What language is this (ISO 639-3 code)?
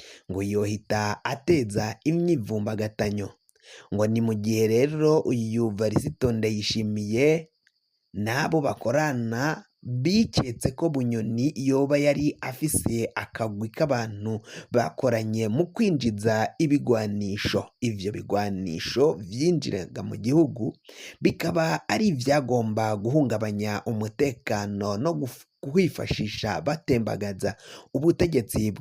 run